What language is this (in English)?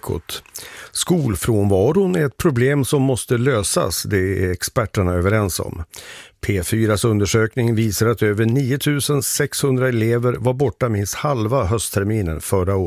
Swedish